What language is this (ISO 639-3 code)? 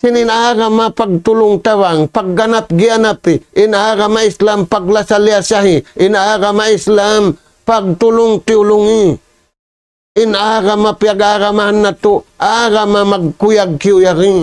tsg